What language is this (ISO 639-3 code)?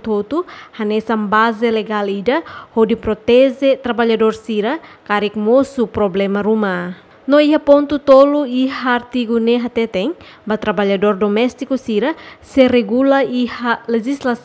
tet